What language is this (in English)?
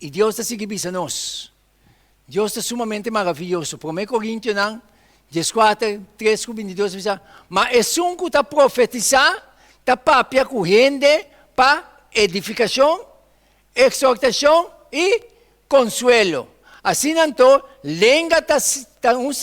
Papiamento